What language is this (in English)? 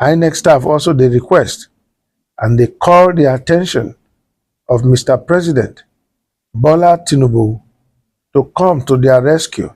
Nigerian Pidgin